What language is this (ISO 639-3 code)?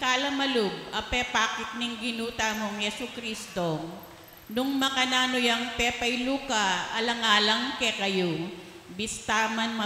pam